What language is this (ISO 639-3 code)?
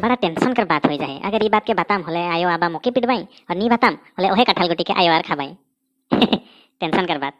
sck